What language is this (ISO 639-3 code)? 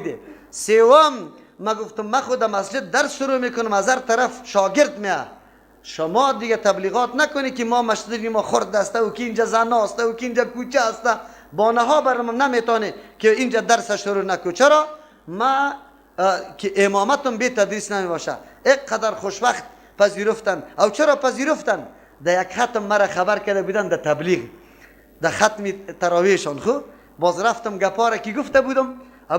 fas